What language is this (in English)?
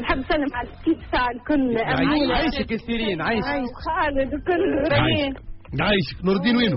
Tunisian Arabic